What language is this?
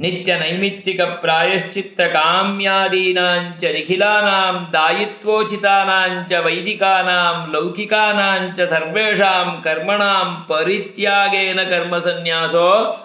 Sanskrit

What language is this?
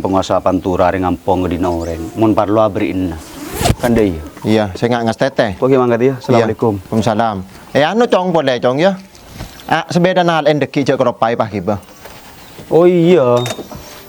Madurese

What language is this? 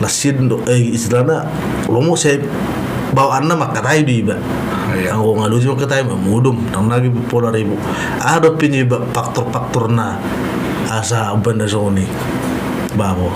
Batak Toba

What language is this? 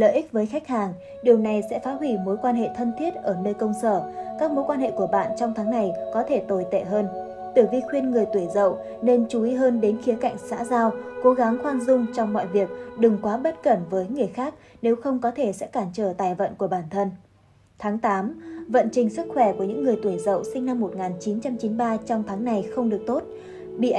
Vietnamese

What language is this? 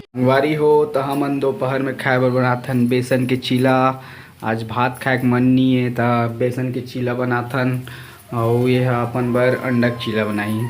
Chhattisgarhi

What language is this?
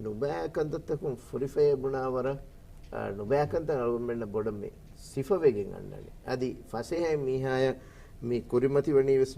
Divehi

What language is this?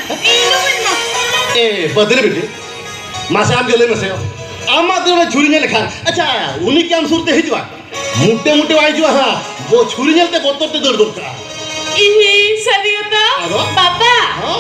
Santali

